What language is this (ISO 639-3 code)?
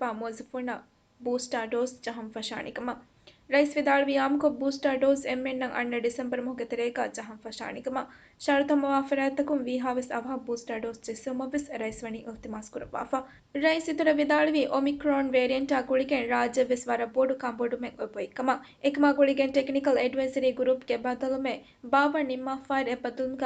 div